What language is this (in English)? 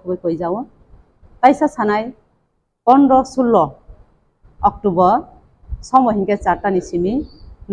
Kok Borok